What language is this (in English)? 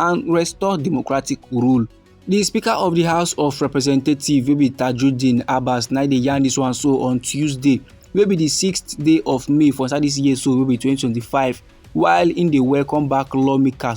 Nigerian Pidgin